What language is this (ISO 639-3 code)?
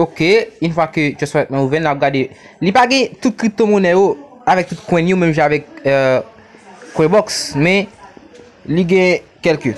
hat